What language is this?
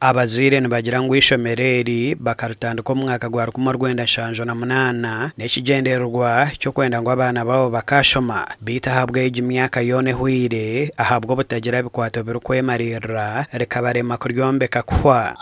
Nyankole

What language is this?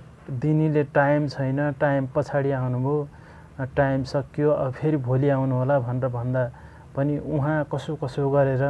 Nepali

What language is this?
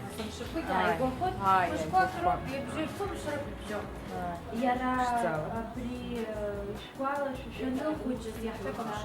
Abkhazian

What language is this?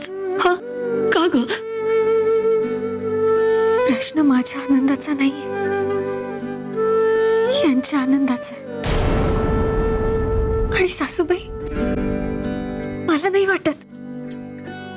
Marathi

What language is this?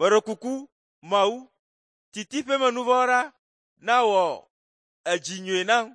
Ewe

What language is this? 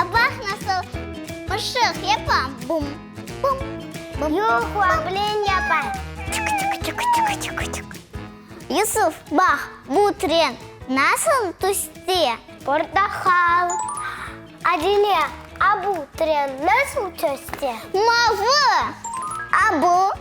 Crimean Tatar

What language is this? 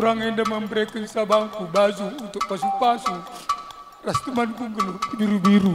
Batak Karo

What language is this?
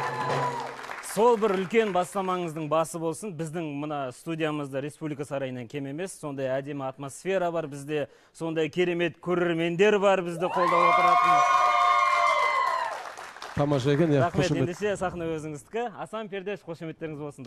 Kazakh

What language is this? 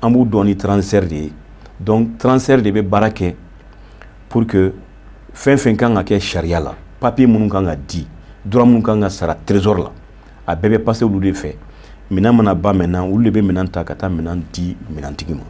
Bambara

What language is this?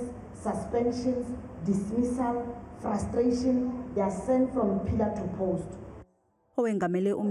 Zulu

